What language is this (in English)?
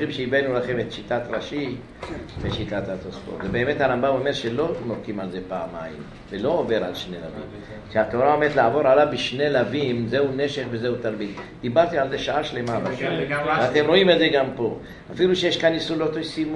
Hebrew